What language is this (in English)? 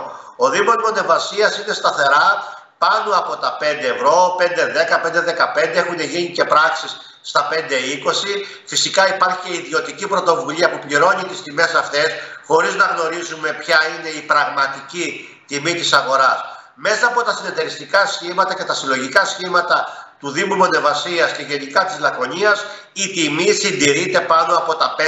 Greek